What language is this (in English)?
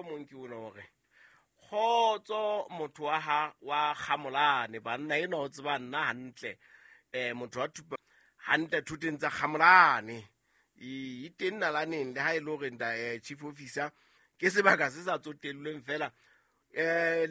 Southern Sotho